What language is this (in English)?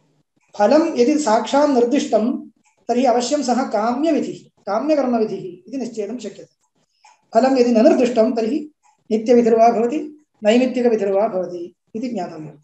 Sanskrit